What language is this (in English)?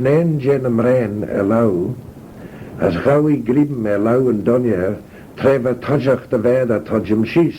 Manx